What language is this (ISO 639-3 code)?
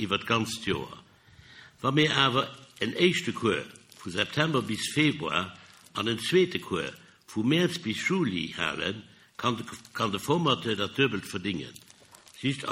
ltz